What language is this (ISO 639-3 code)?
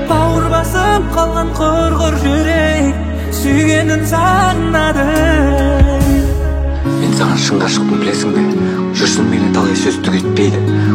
kaz